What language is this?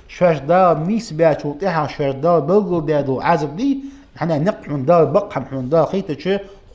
Ingush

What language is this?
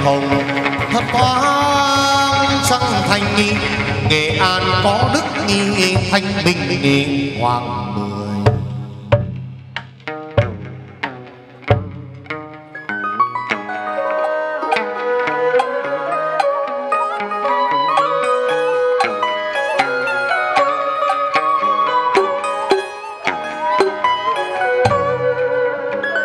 Vietnamese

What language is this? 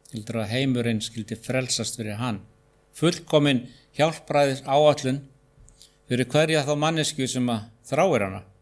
Icelandic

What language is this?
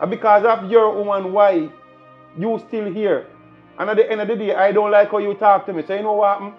Jamaican Creole English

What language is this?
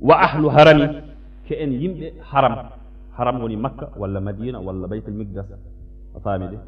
Fula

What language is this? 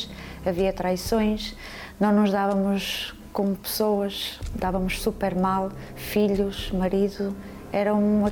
Portuguese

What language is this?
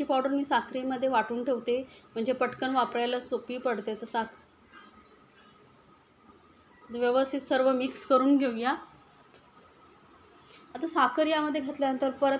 Marathi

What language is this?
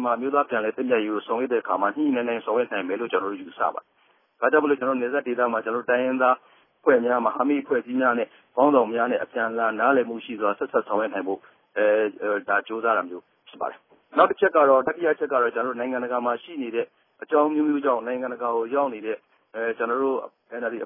Burmese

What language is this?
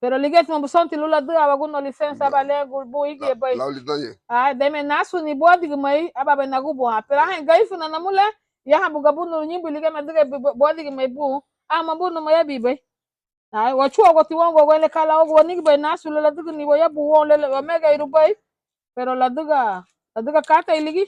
Garifuna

